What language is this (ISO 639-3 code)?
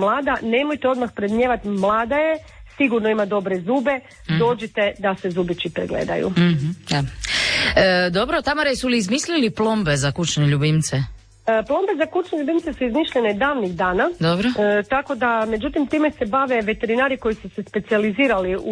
hrv